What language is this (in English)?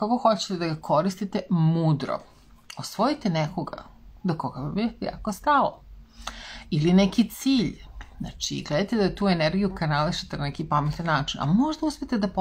Serbian